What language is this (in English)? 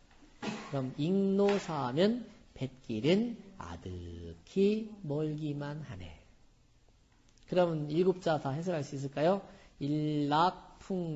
Korean